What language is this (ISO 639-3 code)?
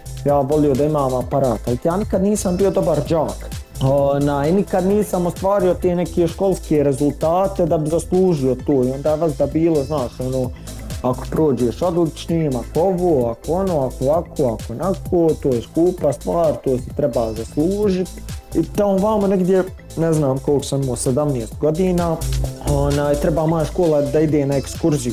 bos